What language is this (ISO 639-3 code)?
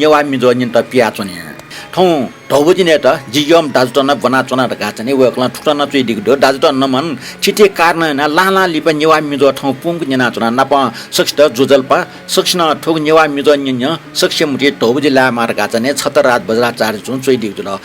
new